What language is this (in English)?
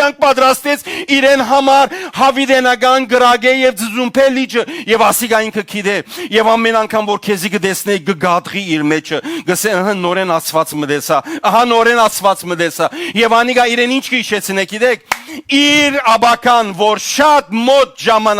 Western Armenian